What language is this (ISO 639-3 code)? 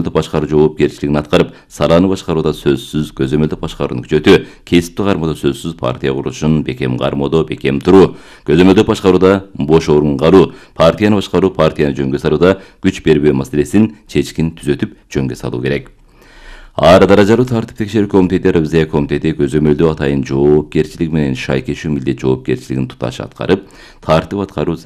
kir